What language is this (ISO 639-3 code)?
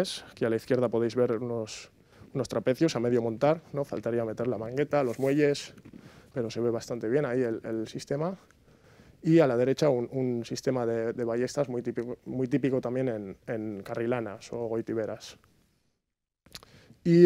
spa